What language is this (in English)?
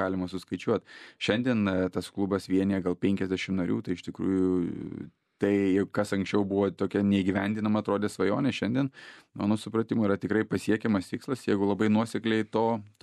Lithuanian